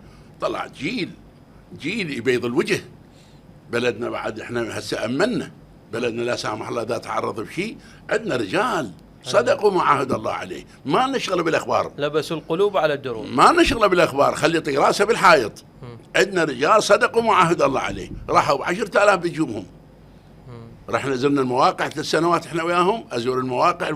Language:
Mesopotamian Arabic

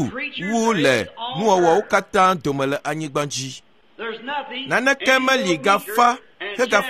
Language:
Ewe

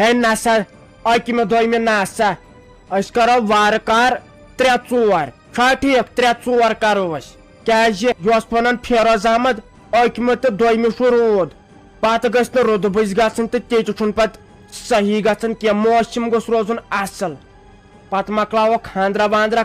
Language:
Kashmiri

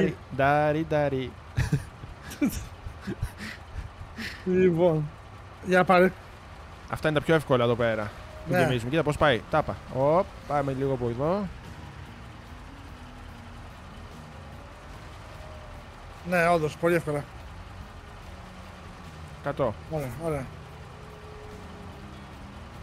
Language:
Greek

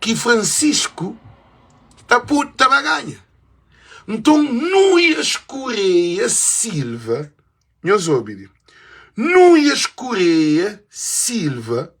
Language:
Kabuverdianu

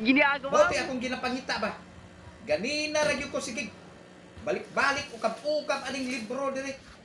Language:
Cebuano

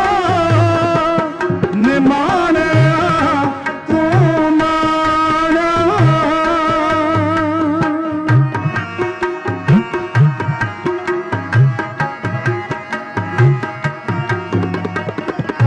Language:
Punjabi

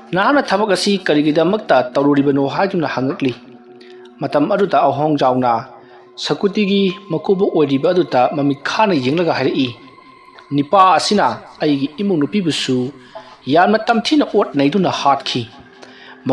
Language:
Manipuri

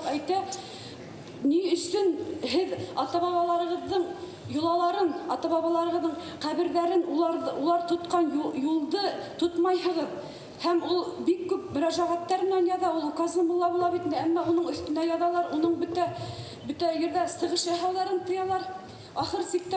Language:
Bashkir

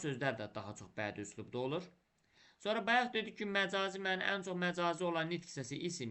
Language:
Azerbaijani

